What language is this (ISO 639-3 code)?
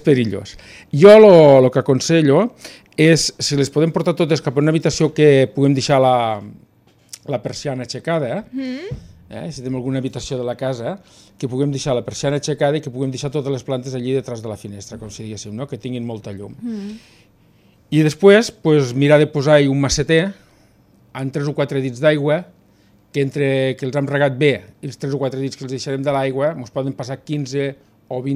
cat